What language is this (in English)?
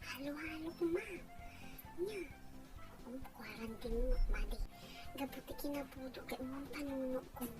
Iloko